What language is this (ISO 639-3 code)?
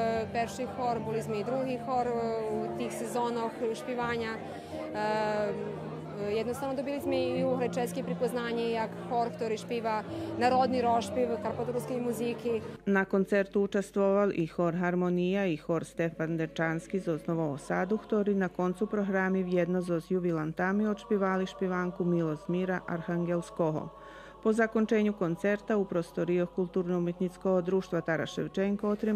rue